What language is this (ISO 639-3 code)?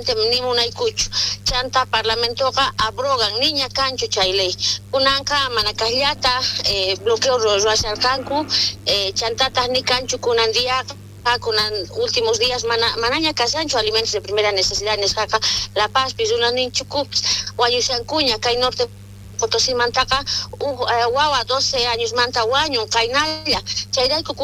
quh